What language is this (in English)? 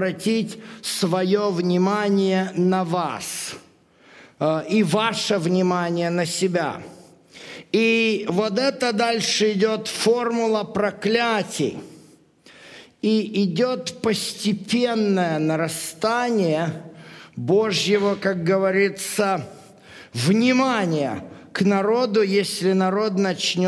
Russian